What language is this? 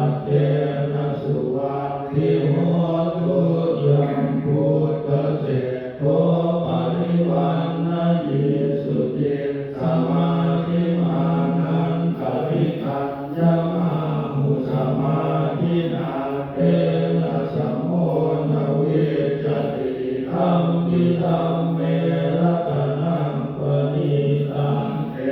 Pali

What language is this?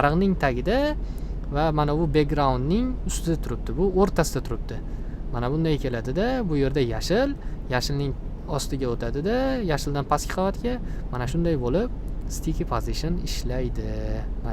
Uzbek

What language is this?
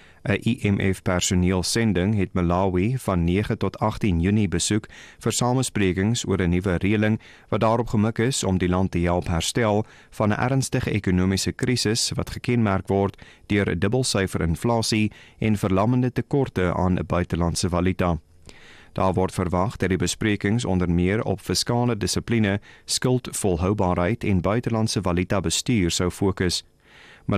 Afrikaans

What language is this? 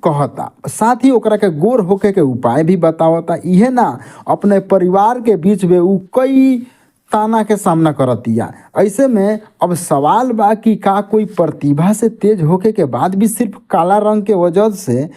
Bhojpuri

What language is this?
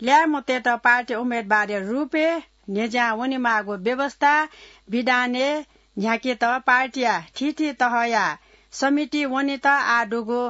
Newari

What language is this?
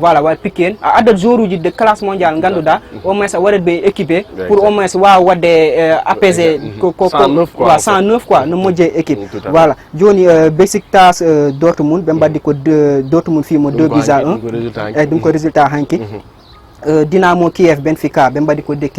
Fula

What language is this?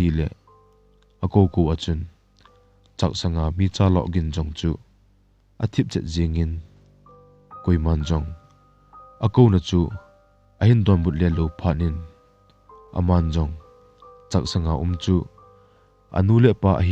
Thado Chin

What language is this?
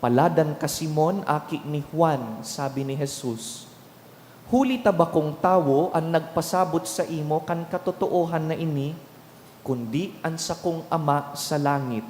Bikol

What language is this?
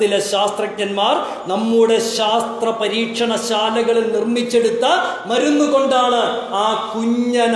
Malayalam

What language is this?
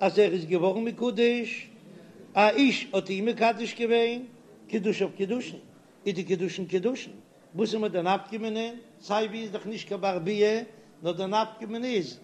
Yiddish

